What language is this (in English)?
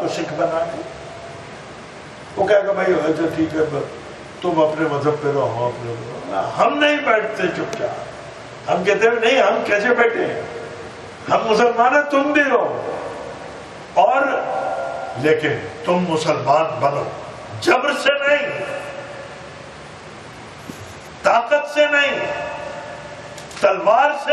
Urdu